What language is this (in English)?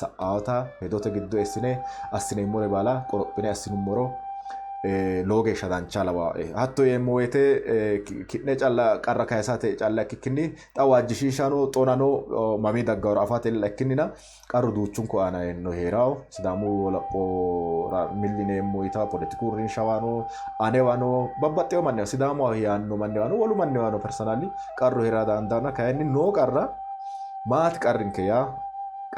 Sidamo